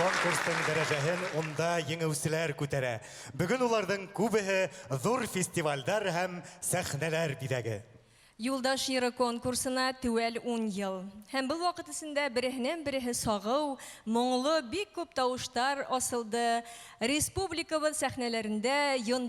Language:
Bashkir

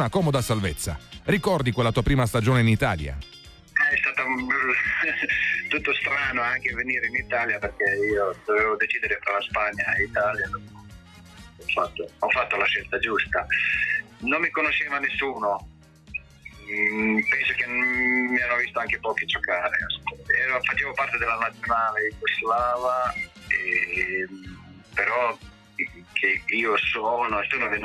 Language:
Italian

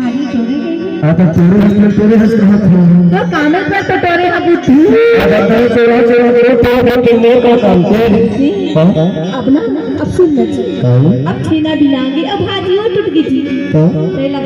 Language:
Chhattisgarhi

